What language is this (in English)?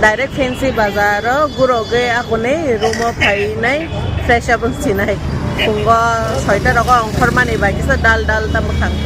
Kok Borok